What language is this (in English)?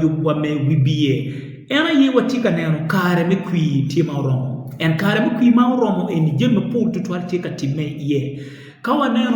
Acoli